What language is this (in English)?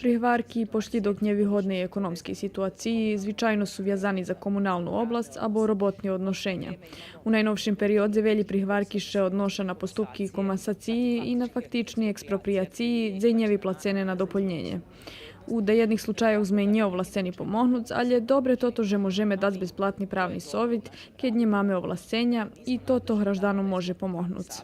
Rusyn